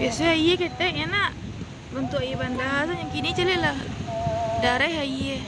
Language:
Minangkabau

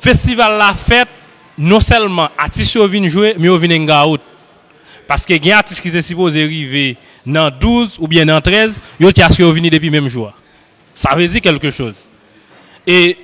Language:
Haitian Creole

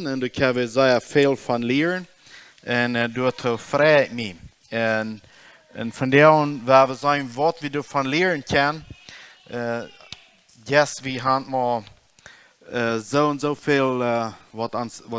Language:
Plautdietsch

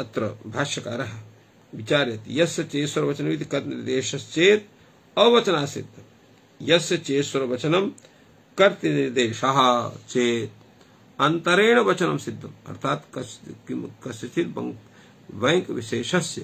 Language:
Sanskrit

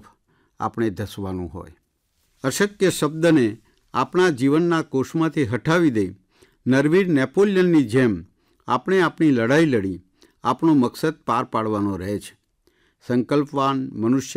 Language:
Gujarati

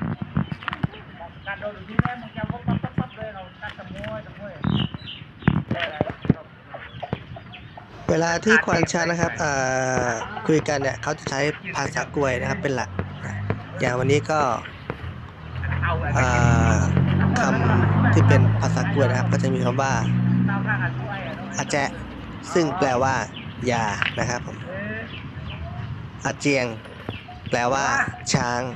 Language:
Thai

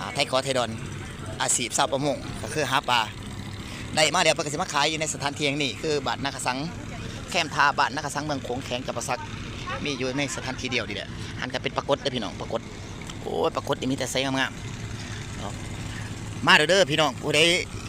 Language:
Lao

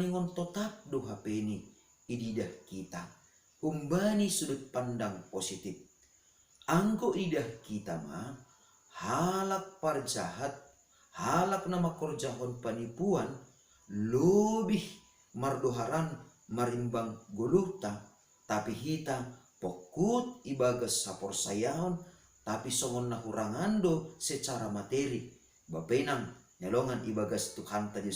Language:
Batak Simalungun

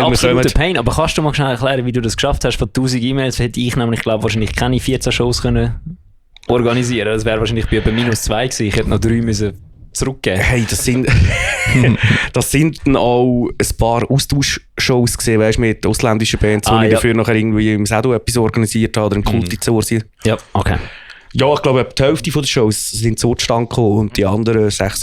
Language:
Swiss German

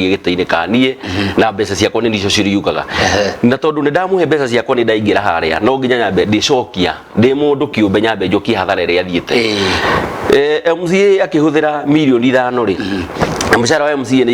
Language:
Kikuyu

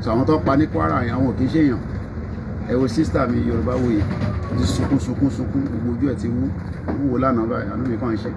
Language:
Yoruba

